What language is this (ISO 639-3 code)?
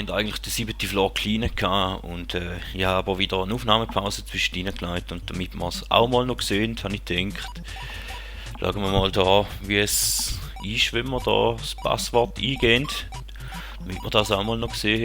gsw